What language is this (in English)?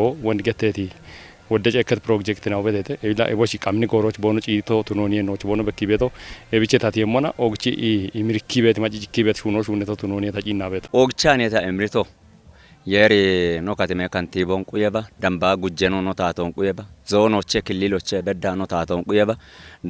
Kafa